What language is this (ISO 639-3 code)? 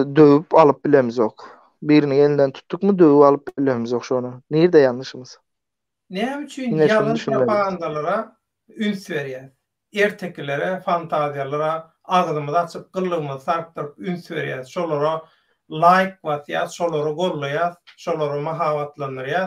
tuk